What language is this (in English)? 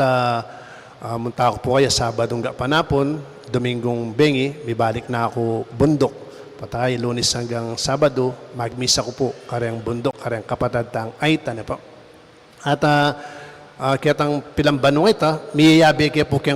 Pampanga